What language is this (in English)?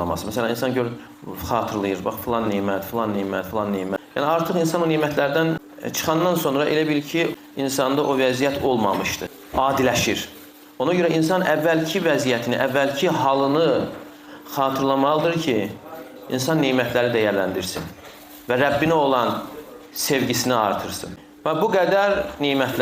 Azerbaijani